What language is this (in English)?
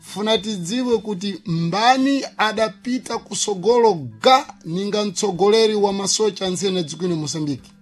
Sena